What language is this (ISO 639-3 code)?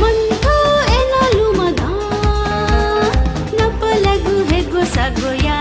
new